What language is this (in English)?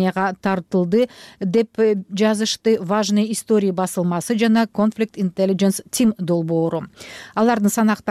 Kyrgyz